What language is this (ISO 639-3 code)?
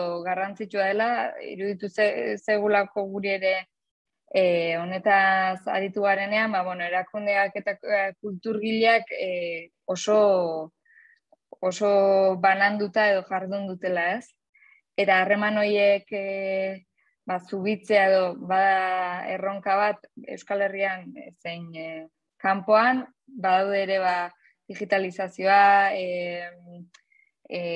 eus